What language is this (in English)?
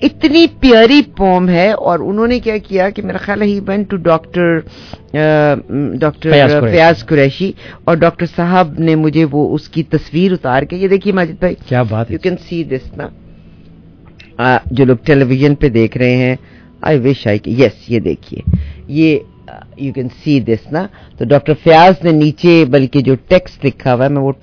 Urdu